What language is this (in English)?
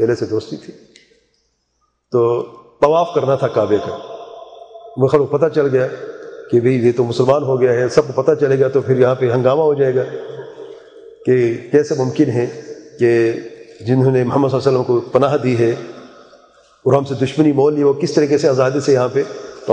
Urdu